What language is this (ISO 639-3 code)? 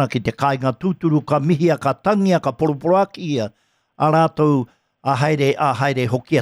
mri